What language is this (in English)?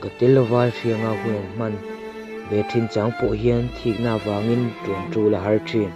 Mizo